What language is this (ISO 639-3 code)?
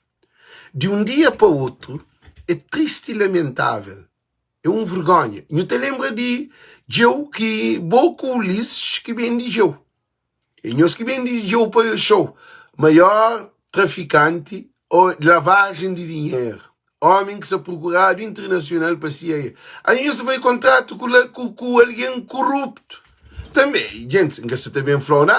kea